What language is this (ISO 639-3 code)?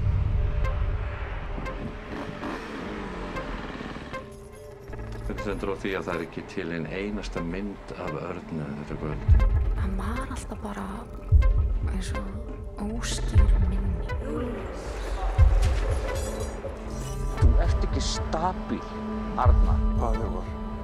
isl